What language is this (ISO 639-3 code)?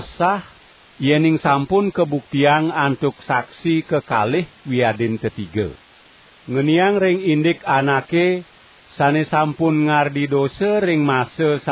ban